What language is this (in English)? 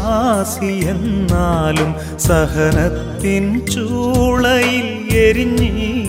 Malayalam